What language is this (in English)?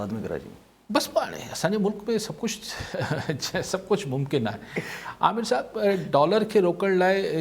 Sindhi